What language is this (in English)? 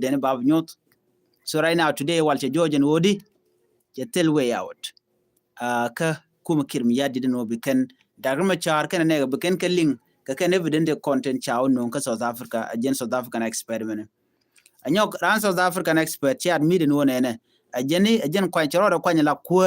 Nuer